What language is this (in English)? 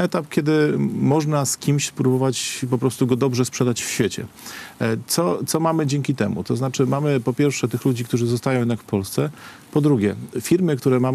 Polish